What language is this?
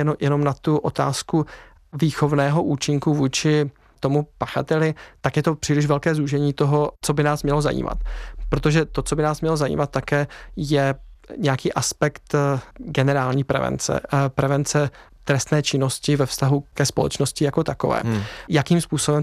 Czech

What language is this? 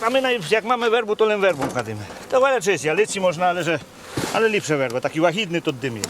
Rusyn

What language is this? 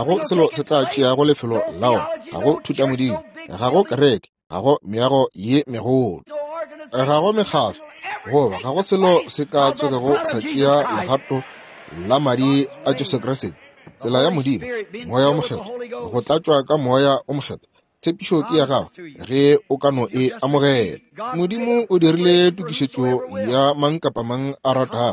Northern Sotho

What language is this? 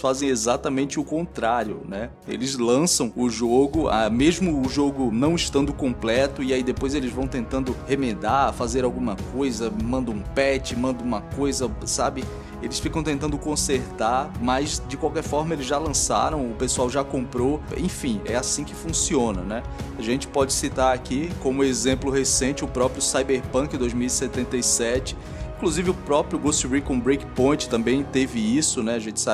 Portuguese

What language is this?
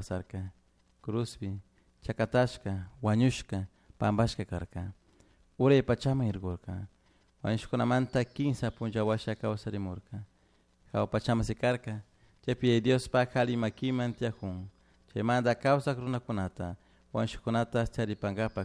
Chimborazo Highland Quichua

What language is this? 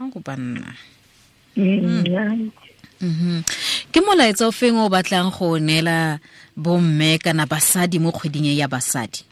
Tswana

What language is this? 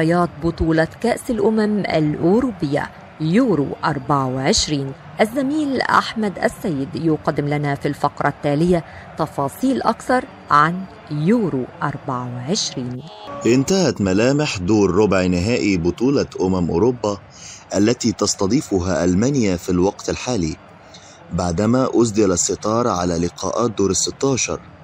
Arabic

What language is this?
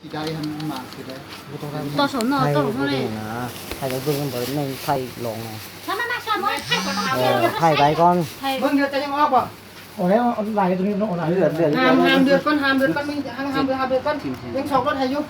Lao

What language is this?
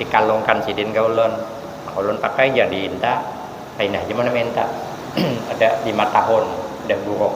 Banjar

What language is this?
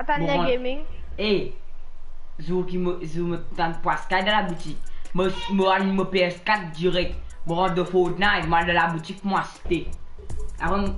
Morisyen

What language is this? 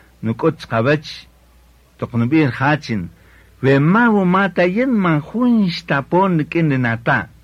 Kaqchikel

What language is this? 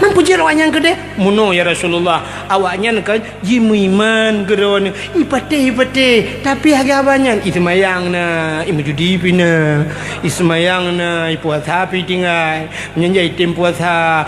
Achinese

